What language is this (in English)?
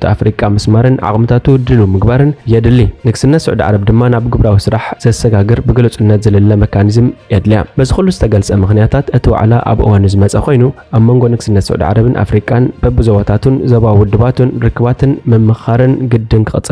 Tigrinya